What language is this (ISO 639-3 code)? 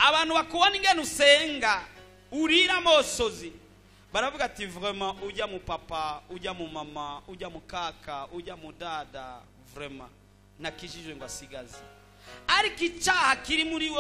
run